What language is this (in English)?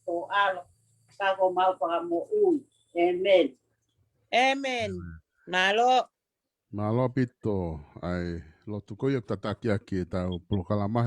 Tongan